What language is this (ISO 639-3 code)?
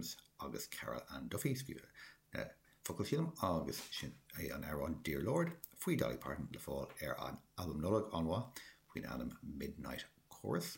gle